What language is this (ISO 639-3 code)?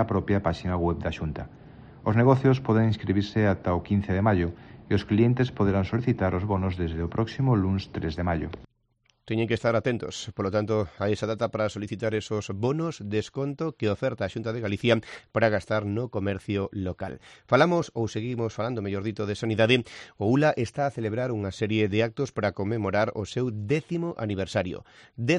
glg